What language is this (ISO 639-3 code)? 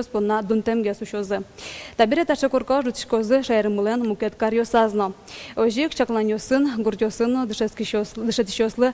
udm